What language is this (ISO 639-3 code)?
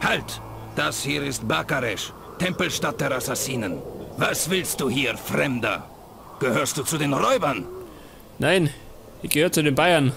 bar